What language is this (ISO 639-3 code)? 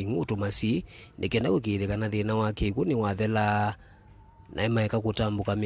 kam